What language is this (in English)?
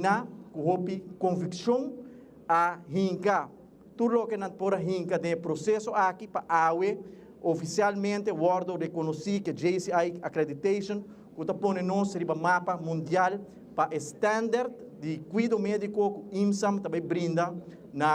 Papiamento